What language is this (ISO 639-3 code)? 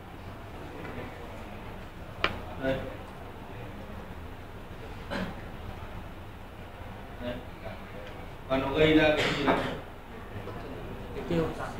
vie